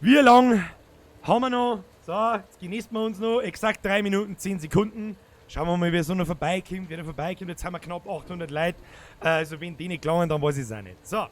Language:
Bavarian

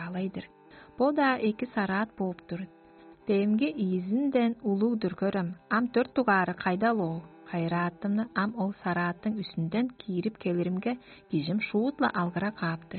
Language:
Tuvinian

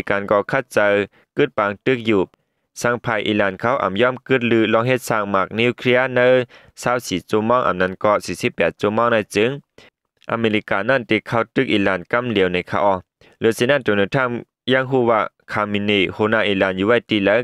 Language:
Shan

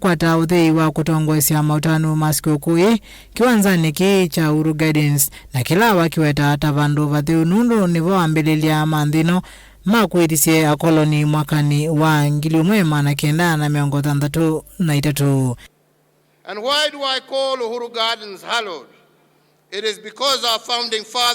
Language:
Kamba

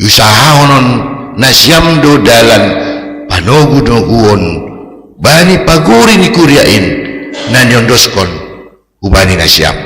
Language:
Batak Simalungun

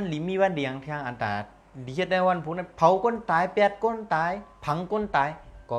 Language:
Shan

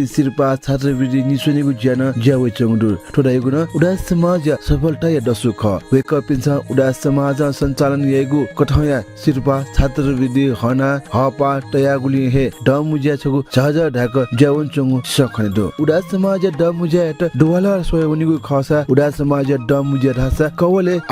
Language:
Newari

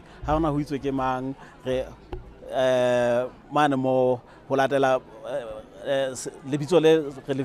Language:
Southern Sotho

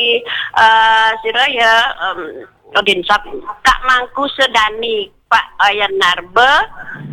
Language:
Balinese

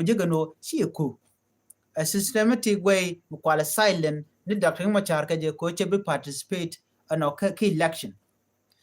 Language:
Nuer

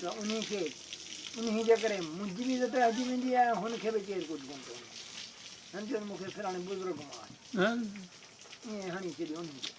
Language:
Sindhi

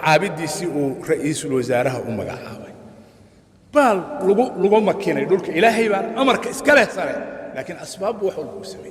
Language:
Somali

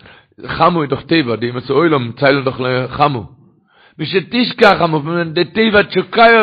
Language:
Yiddish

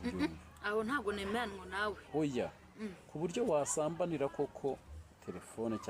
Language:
Kinyarwanda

